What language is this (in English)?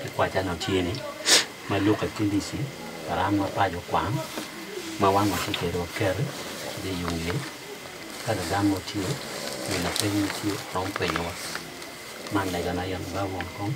Acoli